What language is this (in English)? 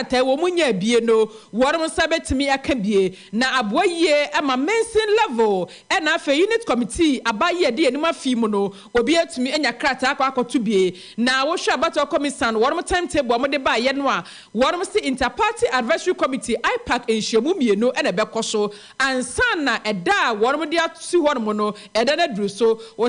Akan